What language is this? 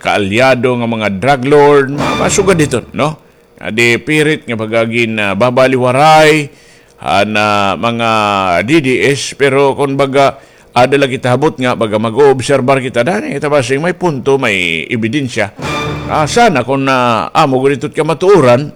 Waray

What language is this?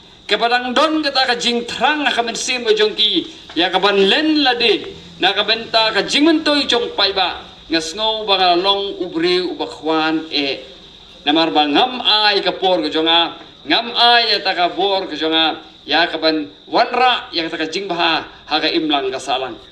Khasi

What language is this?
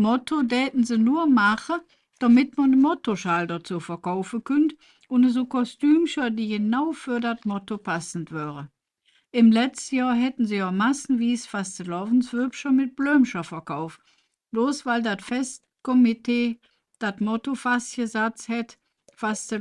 Colognian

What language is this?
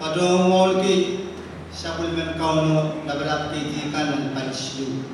Pohnpeian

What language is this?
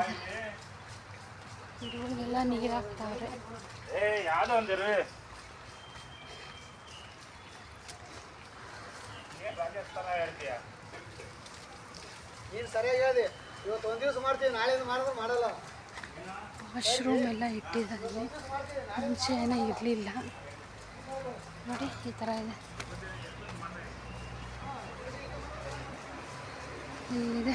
Kannada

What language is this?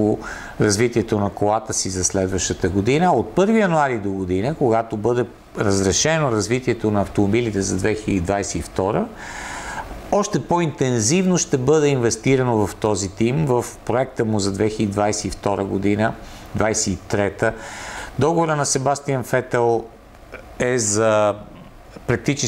Bulgarian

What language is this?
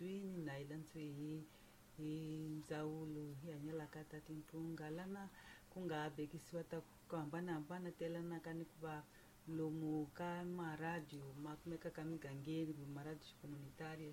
Tsonga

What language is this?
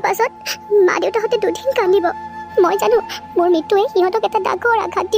Assamese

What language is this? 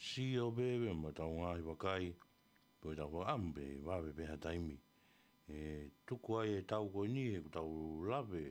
Tongan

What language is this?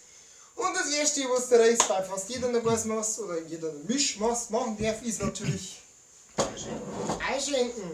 Bavarian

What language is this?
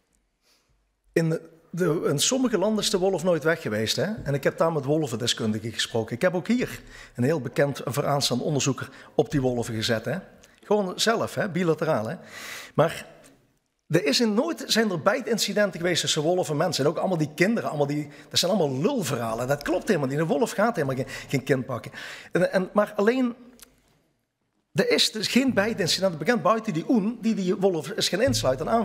Dutch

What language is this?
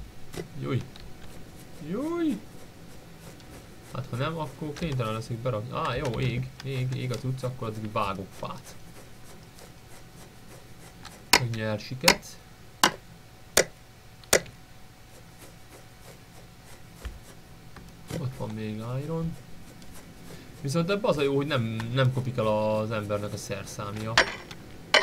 Hungarian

